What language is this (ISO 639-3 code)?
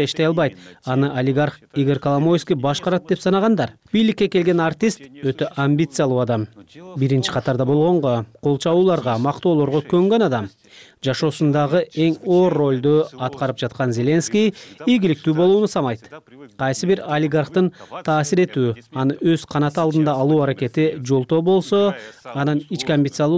kir